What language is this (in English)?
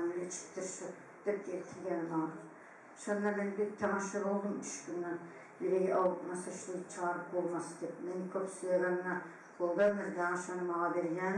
Kumyk